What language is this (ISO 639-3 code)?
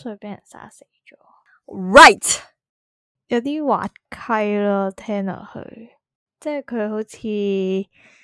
yue